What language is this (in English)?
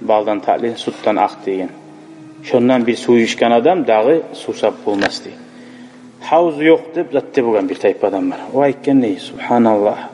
Kumyk